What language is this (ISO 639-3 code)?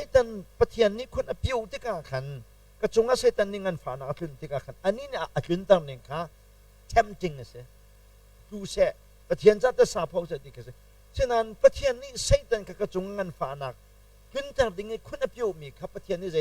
cnh